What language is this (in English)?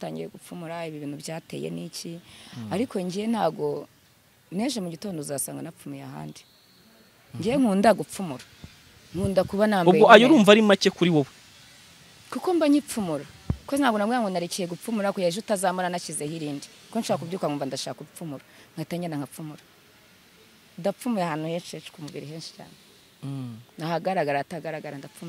Kinyarwanda